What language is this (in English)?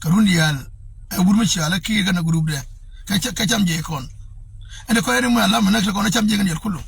Nuer